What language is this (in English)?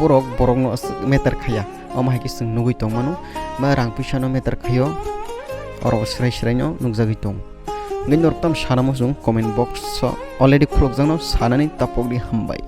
Kok Borok